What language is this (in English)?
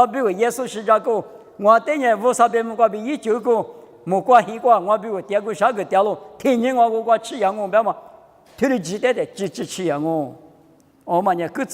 Lisu